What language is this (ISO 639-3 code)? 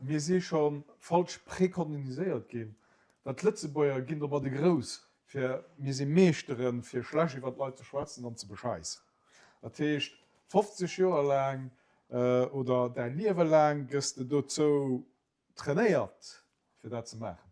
ltz